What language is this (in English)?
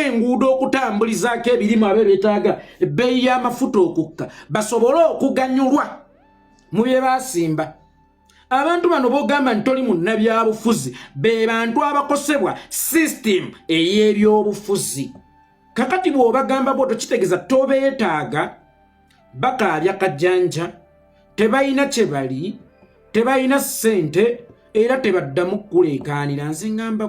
Ganda